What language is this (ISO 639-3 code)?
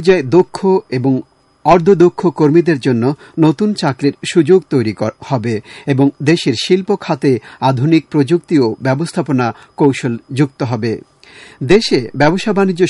ben